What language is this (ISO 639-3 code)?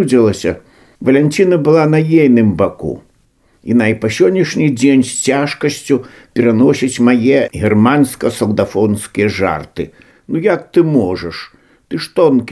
bel